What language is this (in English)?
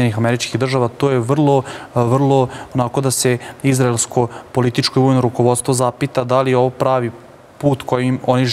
Serbian